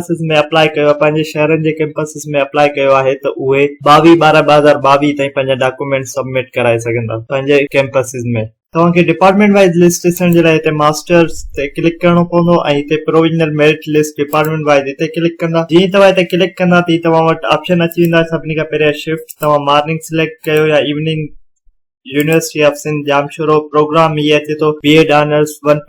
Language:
Sindhi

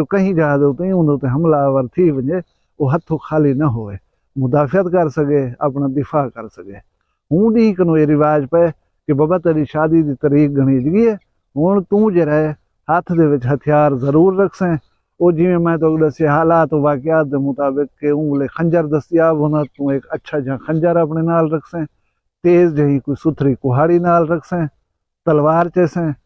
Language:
Saraiki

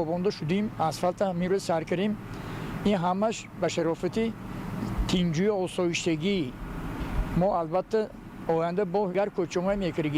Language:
Tajik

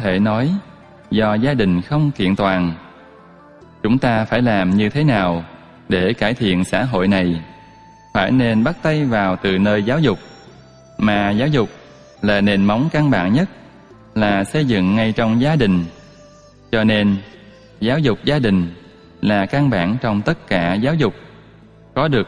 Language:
Vietnamese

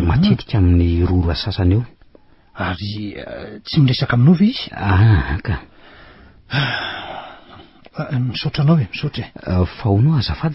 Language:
Malagasy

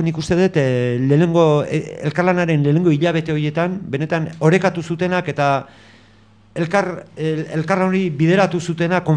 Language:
Basque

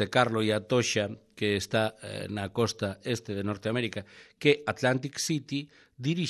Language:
Galician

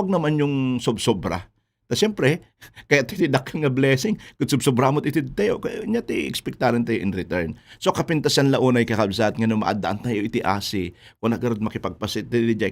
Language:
Iloko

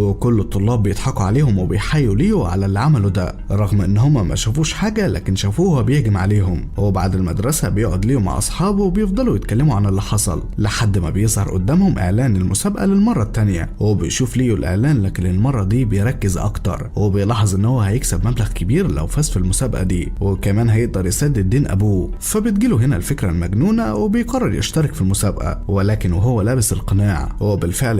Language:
Egyptian Arabic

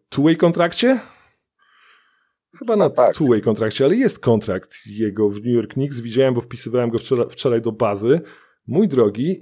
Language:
Polish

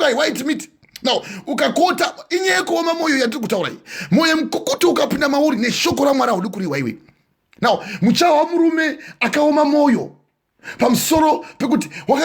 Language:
Shona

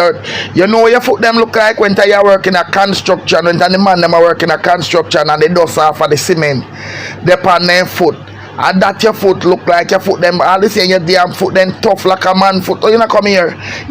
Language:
Jamaican Creole English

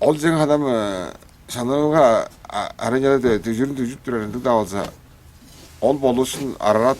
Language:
Tuvinian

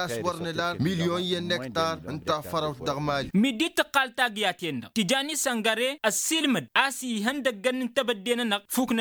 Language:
Tamasheq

